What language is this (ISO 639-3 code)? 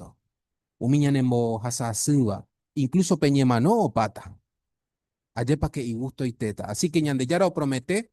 grn